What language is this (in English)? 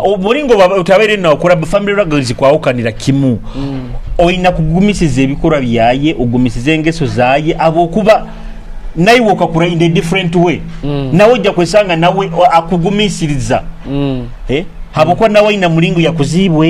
Nyoro